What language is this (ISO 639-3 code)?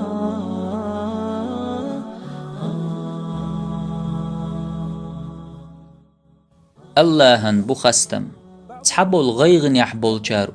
che